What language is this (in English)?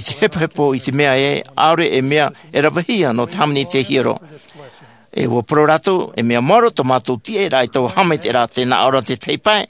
Tahitian